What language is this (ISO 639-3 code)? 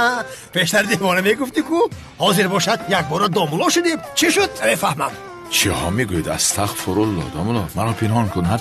tgk